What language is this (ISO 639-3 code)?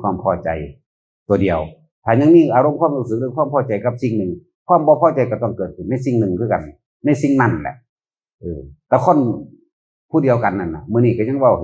tts